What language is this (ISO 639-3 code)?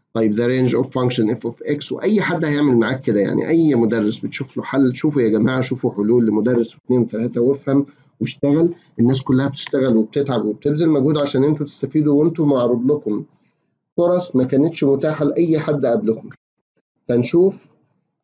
arz